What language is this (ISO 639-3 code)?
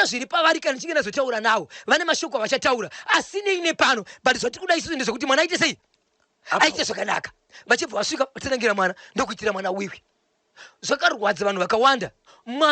sna